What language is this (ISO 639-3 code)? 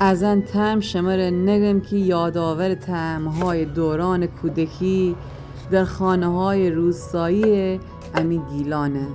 glk